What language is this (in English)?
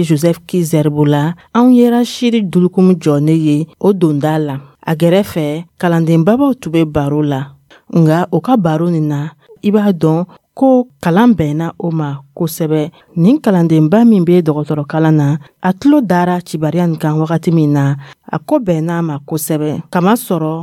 Dyula